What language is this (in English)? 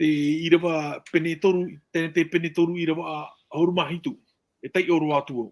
Tahitian